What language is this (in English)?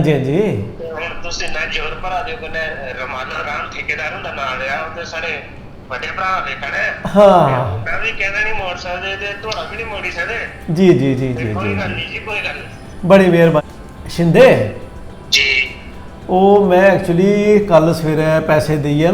Dogri